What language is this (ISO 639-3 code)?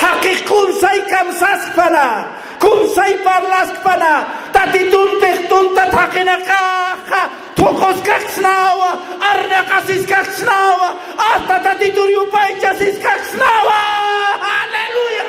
aym